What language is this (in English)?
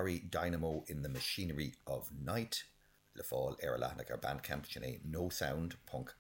Irish